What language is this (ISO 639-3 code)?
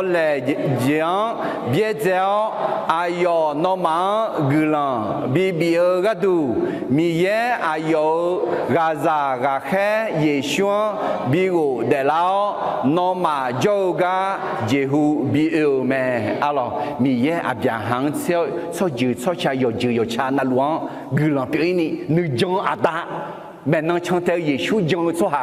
ahk